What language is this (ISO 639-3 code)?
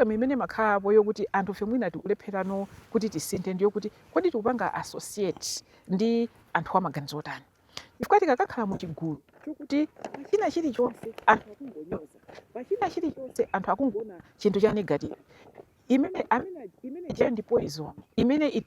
nya